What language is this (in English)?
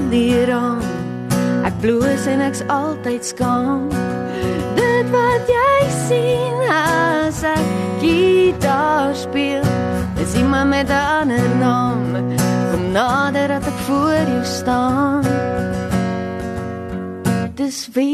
Afrikaans